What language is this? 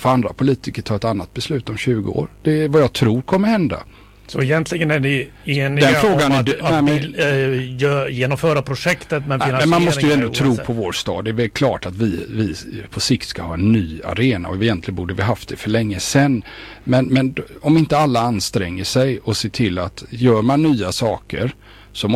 Swedish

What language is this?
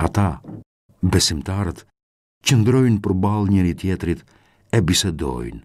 Albanian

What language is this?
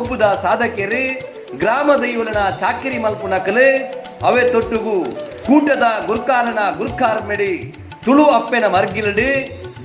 Tulu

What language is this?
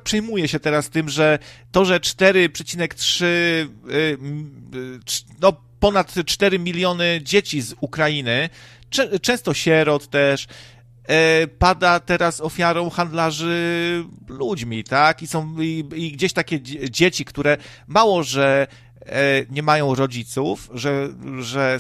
Polish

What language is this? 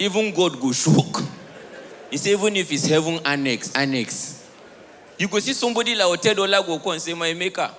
Nigerian Pidgin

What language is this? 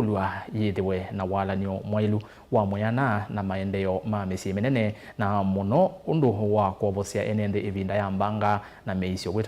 Kamba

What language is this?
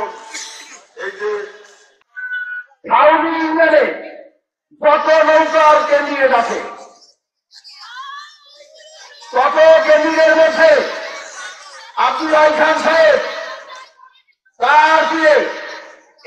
Bangla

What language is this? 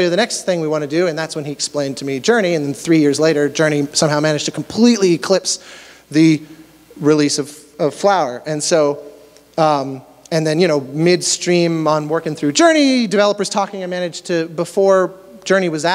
English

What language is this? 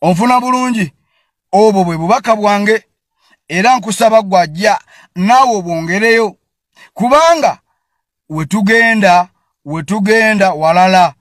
Ganda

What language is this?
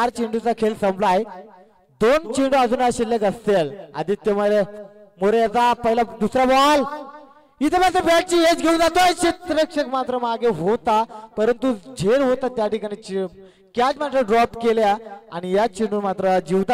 Marathi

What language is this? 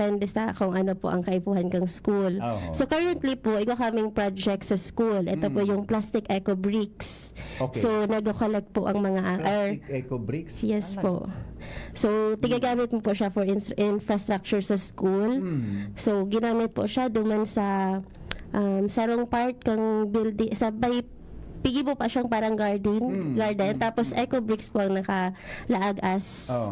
Bikol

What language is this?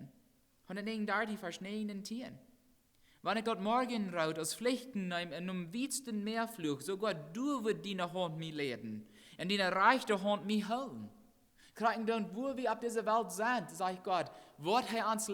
Plautdietsch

